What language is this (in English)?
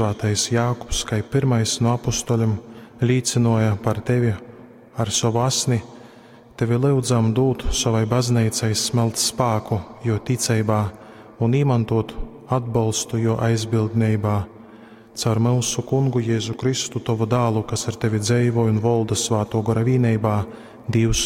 Latgalian